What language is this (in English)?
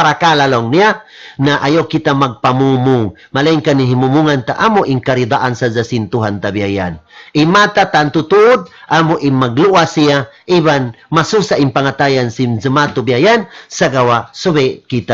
Tausug